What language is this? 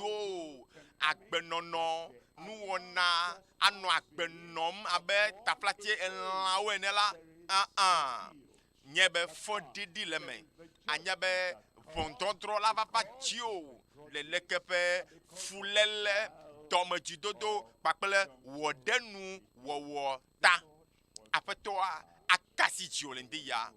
Ewe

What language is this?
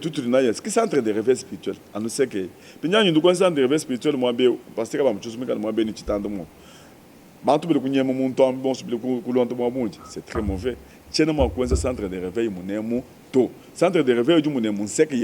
Luba-Lulua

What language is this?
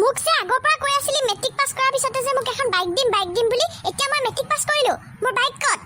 Assamese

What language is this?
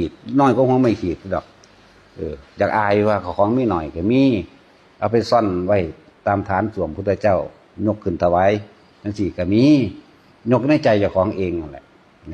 Northeastern Thai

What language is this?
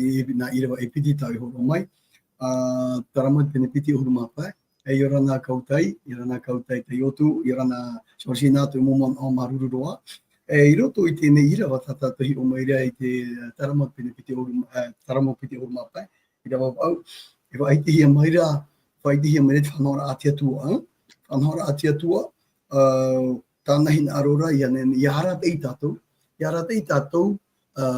Tahitian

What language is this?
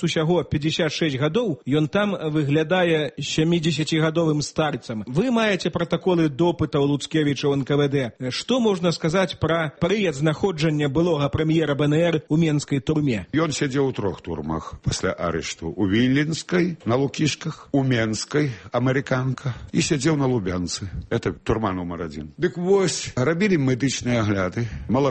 Belarusian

